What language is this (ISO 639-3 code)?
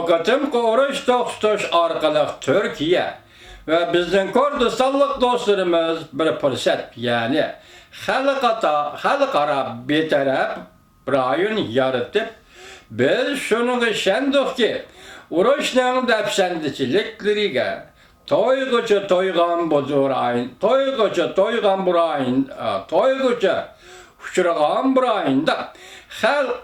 uig